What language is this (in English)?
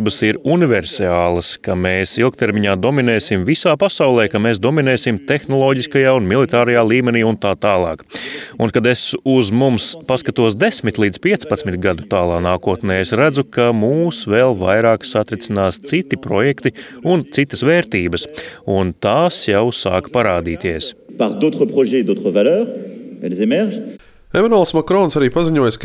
Latvian